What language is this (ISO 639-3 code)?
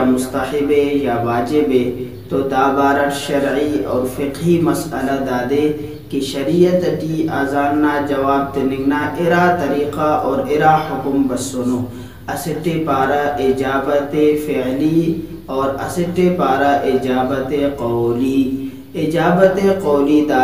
brh